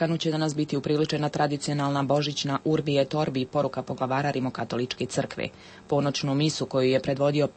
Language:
Croatian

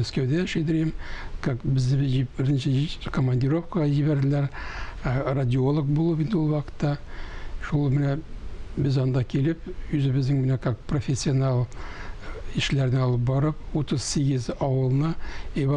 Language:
Tatar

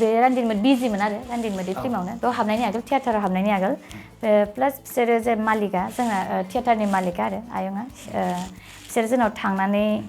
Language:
Bodo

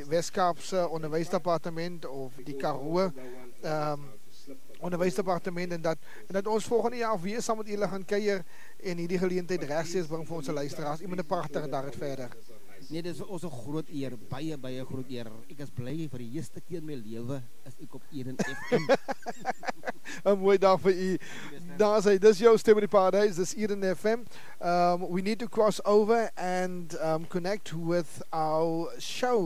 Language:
Afrikaans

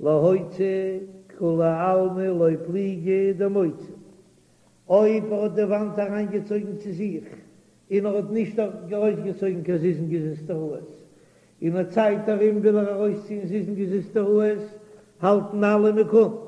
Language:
Yiddish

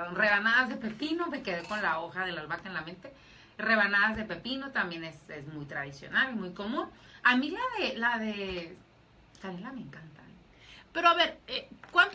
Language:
Spanish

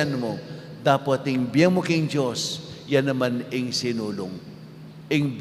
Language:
Pampanga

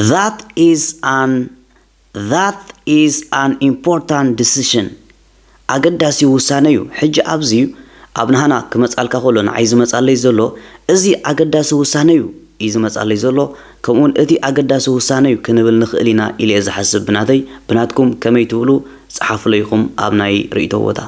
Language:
Tigrinya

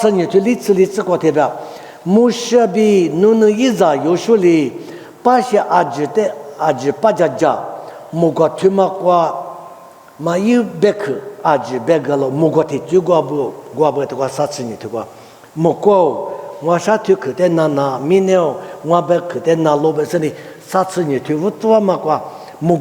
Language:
Lisu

